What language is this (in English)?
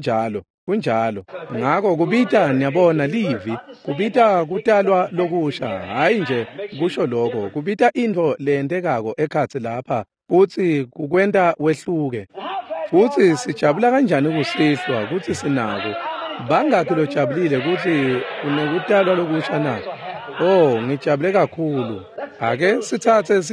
Swati